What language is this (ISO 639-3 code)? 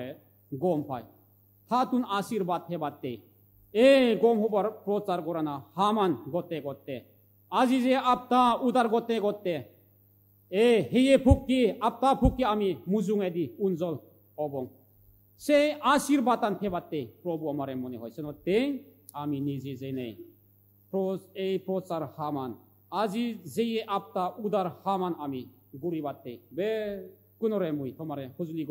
ccp